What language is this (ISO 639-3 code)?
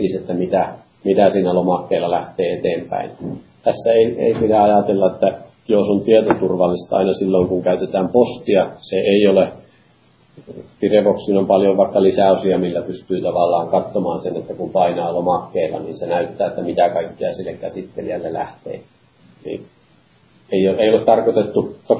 fin